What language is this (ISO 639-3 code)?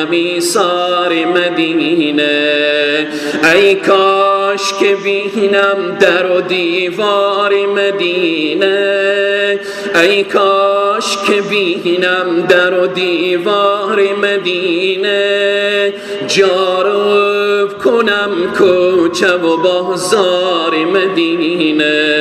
fas